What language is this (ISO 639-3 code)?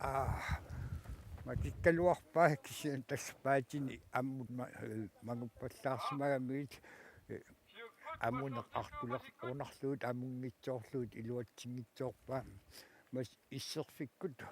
kal